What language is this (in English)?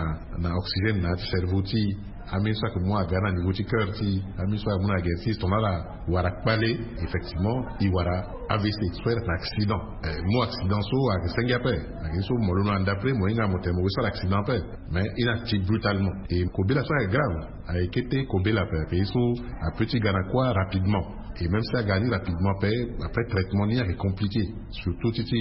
Sango